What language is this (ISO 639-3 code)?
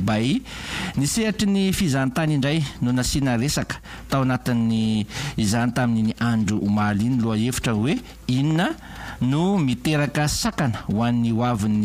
mlg